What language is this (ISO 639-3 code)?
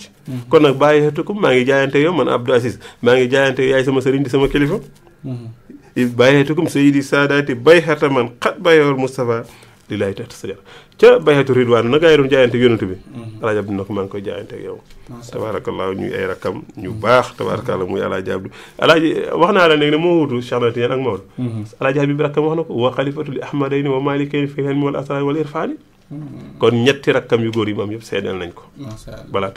wol